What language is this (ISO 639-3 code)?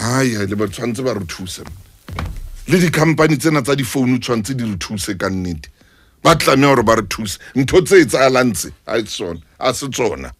sot